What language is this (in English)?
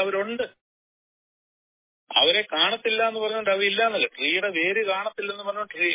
Malayalam